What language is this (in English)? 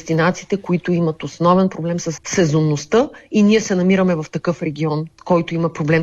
Bulgarian